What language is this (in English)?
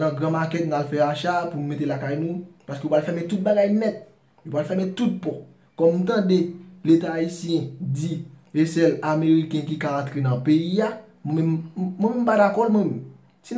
Haitian Creole